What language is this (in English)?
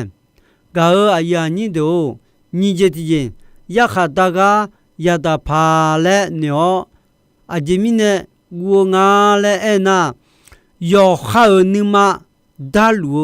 Akha